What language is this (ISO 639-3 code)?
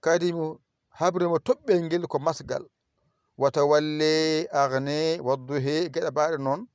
ful